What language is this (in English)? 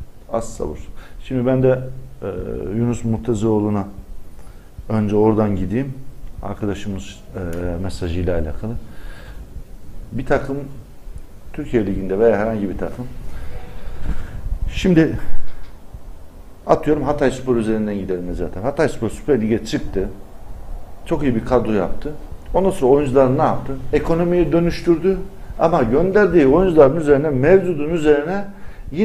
Turkish